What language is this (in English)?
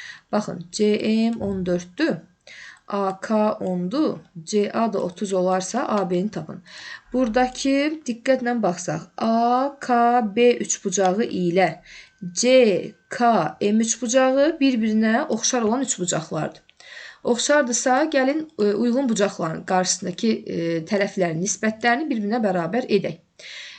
Azerbaijani